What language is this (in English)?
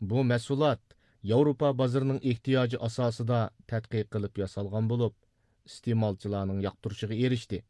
Uyghur